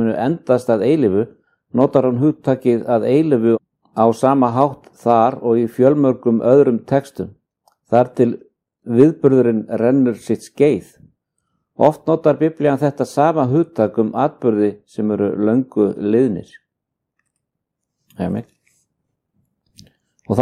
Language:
Icelandic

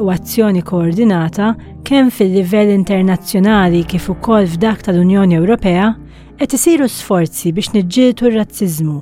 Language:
Maltese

